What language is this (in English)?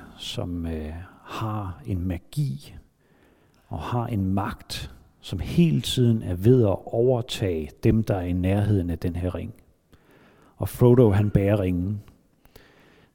Danish